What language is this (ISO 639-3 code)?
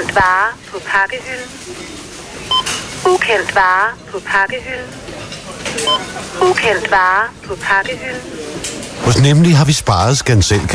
dan